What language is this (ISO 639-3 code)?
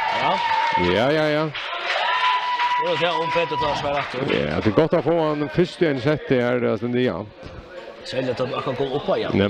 fao